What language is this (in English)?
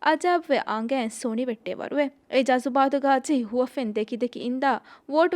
Divehi